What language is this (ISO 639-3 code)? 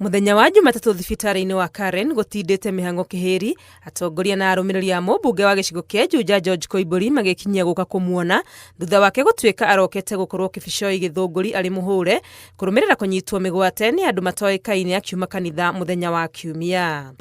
kik